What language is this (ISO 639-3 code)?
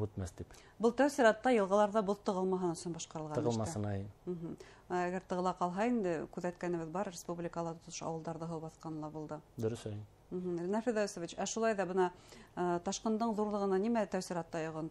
bak